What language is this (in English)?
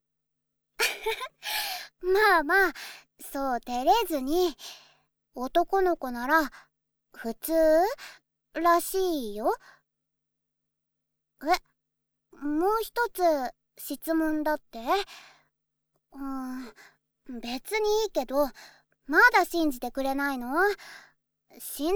Japanese